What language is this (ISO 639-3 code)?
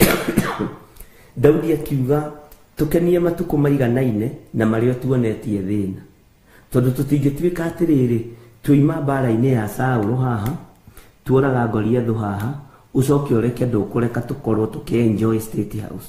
kik